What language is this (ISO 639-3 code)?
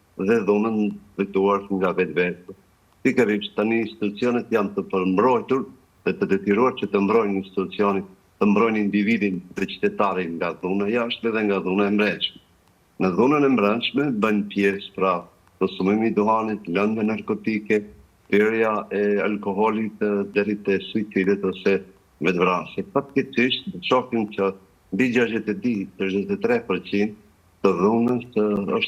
sqi